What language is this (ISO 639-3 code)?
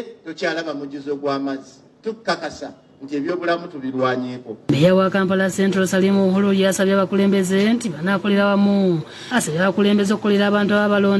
lug